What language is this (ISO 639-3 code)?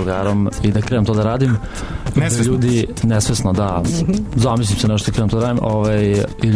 srp